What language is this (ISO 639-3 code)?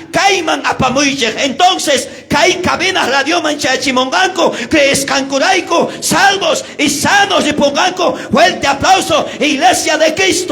quh